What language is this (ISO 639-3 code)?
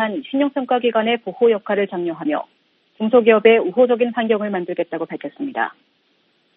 kor